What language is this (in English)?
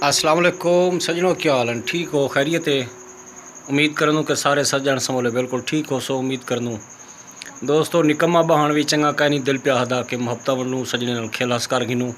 Saraiki